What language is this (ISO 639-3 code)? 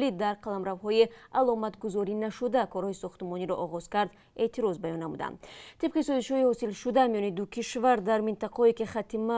tgk